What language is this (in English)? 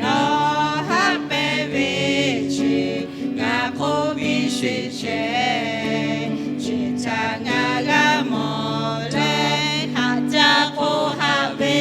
Lahu